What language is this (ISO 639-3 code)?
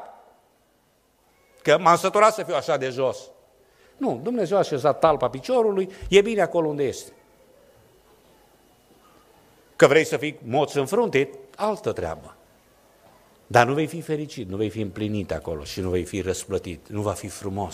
ron